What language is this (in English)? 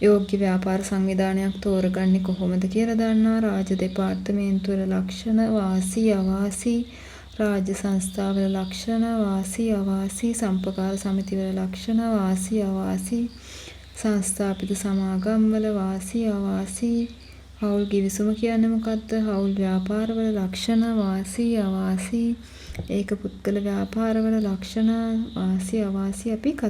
Sinhala